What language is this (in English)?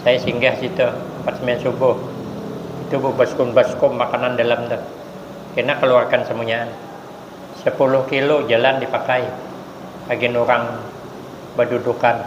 Banjar